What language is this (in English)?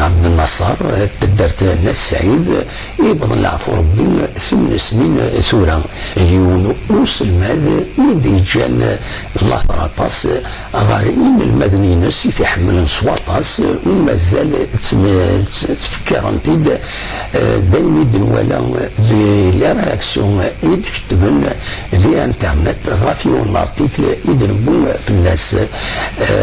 Kabyle